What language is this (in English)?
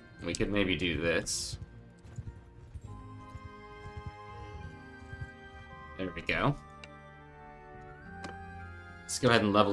English